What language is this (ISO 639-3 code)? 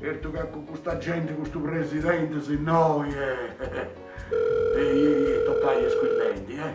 srd